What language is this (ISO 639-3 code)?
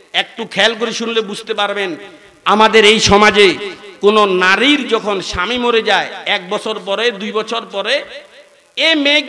ben